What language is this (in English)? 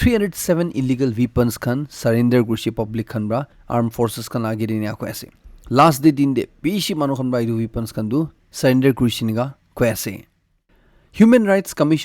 Naga Pidgin